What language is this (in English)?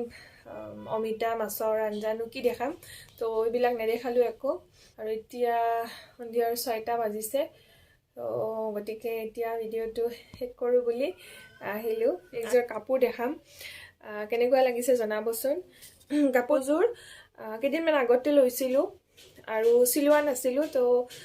Assamese